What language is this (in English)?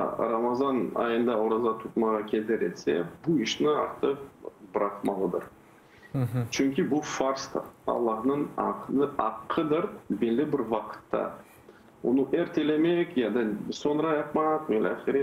Crimean Tatar